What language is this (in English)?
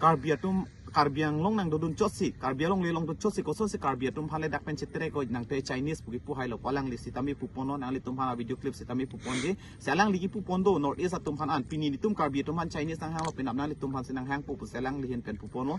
Karbi